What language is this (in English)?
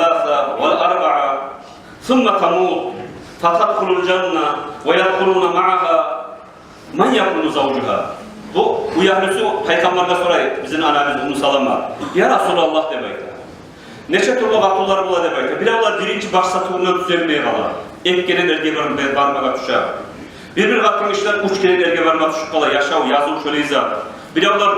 Kumyk